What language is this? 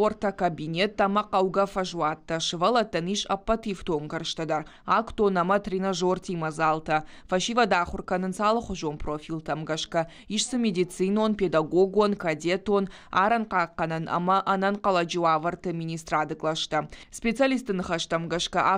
Ossetic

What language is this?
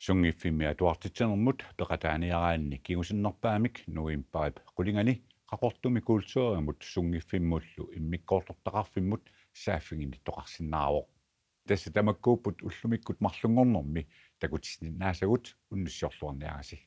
Kalaallisut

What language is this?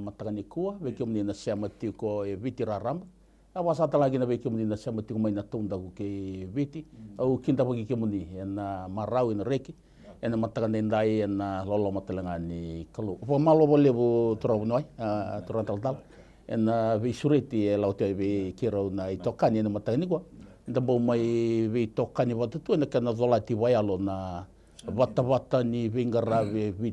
Fijian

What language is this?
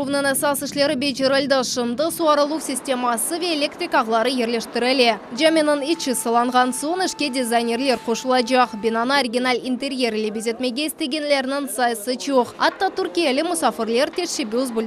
Crimean Tatar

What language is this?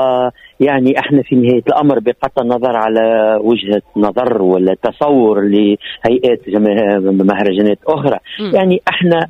Tunisian Arabic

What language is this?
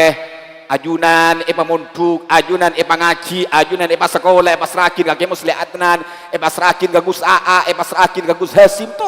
Madurese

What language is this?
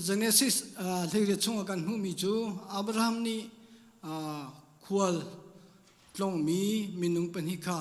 Hakha Chin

